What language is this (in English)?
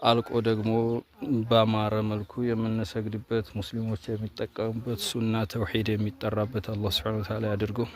Amharic